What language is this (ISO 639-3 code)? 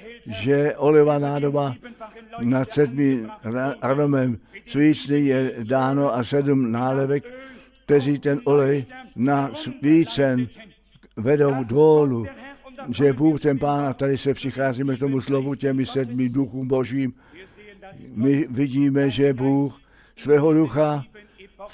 ces